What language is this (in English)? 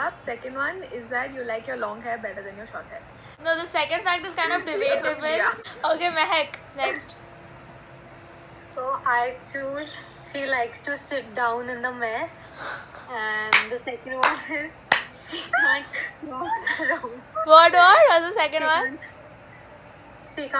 English